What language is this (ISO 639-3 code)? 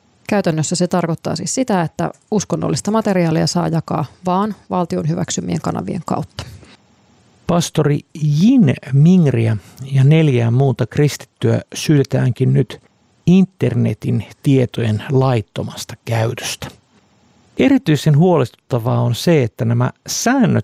fin